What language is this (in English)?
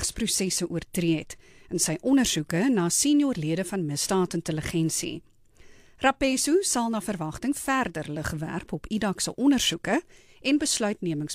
Afrikaans